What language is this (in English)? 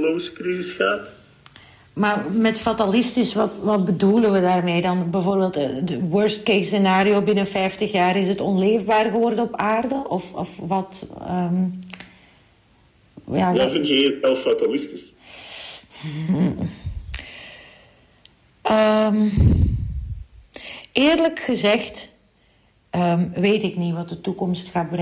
Dutch